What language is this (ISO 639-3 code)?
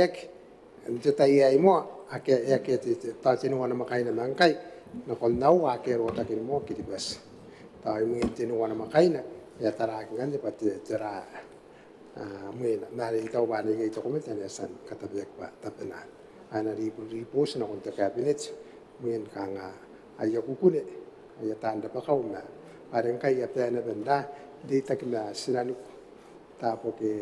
gil